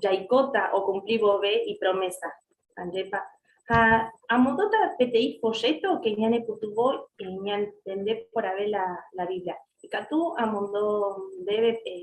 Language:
Guarani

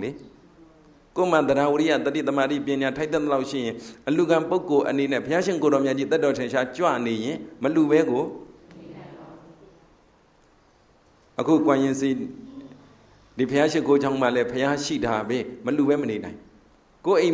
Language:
Burmese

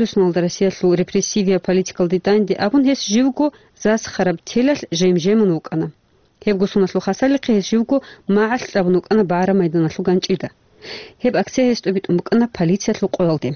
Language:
Avaric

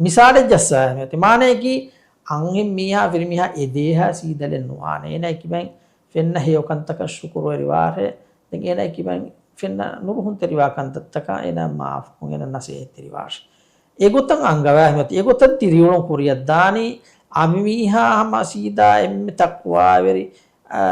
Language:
Divehi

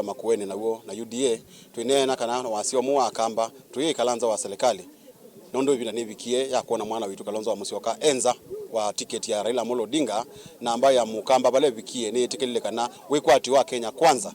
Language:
Kamba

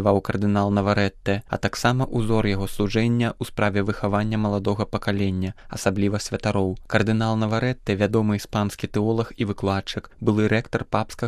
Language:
Belarusian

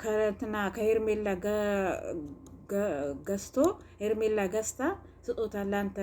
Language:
Amharic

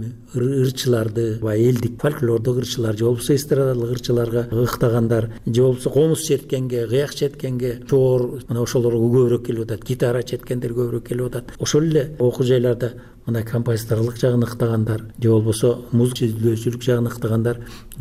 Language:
Kyrgyz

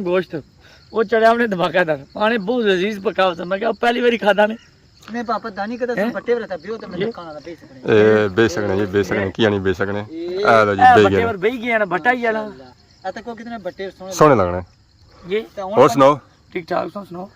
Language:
Pahari-Potwari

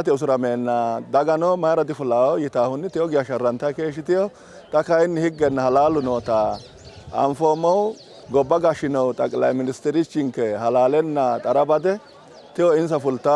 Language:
Sidamo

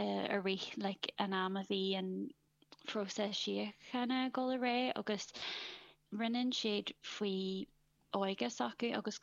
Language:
Irish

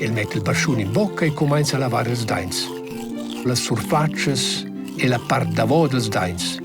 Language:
Romansh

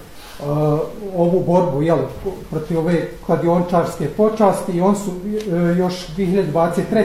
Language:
Bosnian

